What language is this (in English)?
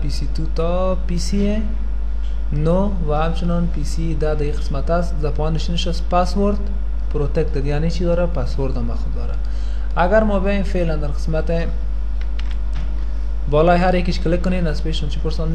Persian